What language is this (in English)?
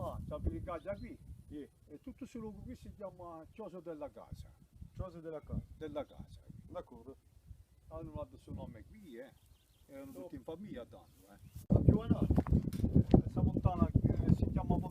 Corsican